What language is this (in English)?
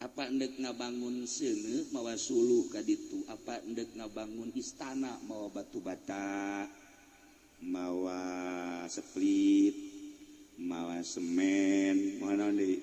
Sundanese